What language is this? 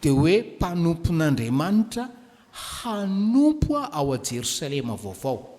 Malagasy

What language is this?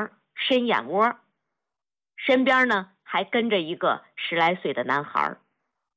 Chinese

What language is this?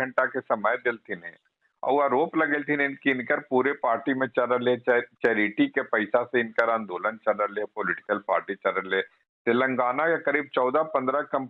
Magahi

